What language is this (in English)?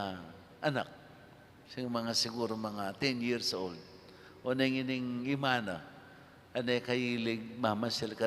Pampanga